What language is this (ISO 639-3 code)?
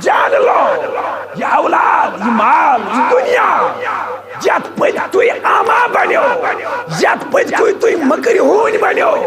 kas